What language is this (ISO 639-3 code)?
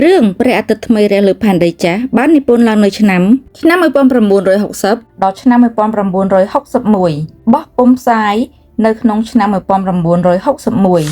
khm